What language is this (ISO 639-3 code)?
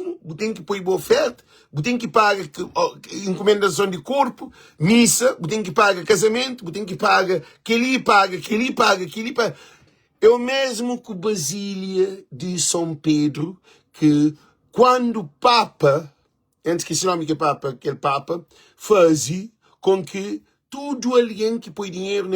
kea